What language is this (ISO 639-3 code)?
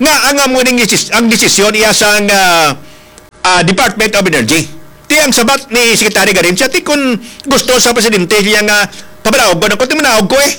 hil